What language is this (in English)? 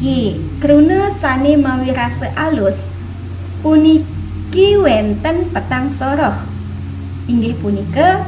Balinese